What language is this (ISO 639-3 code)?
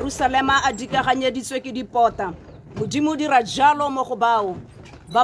tsn